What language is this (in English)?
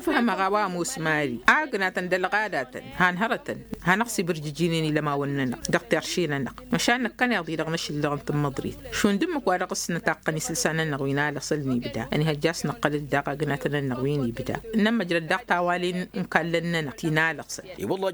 Tamasheq